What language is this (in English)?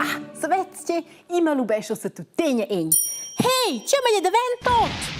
Romansh